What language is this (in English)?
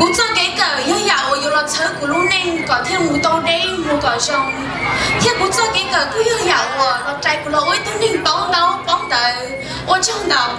Hmong